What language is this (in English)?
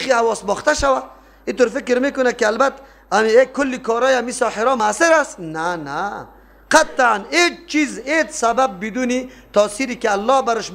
Persian